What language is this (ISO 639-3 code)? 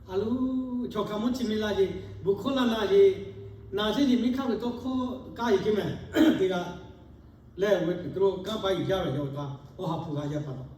lhu